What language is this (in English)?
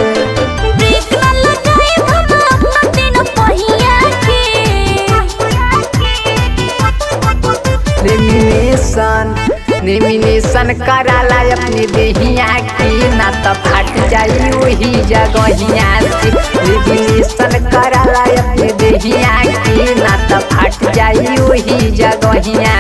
Bhojpuri